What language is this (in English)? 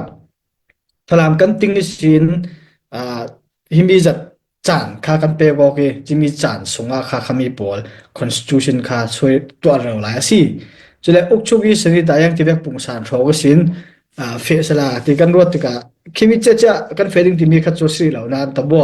Falam Chin